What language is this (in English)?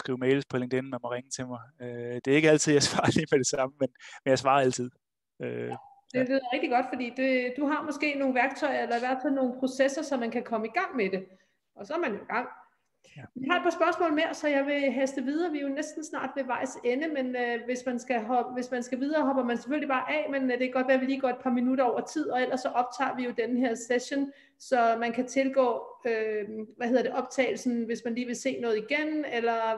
Danish